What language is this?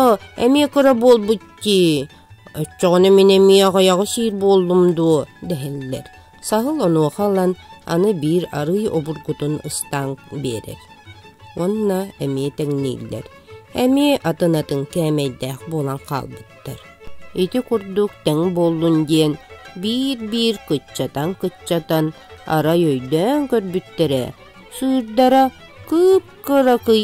Yakut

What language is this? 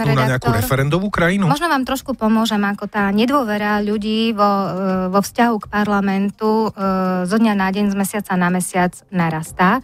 Slovak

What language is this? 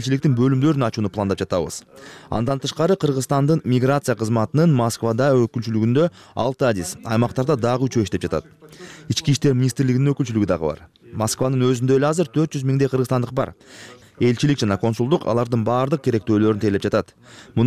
Kyrgyz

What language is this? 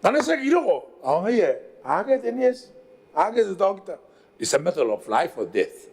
Gilbertese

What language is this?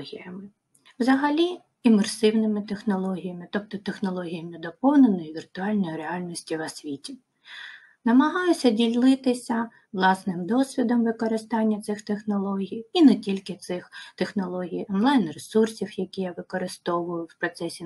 Ukrainian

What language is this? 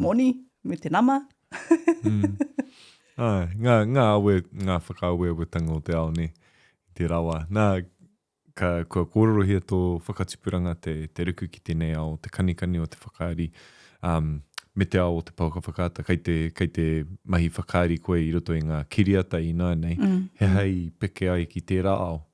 Māori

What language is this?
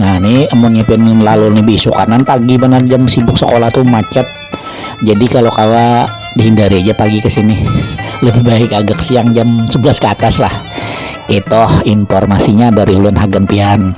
Banjar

